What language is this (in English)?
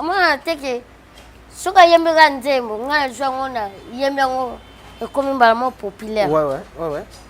Lingala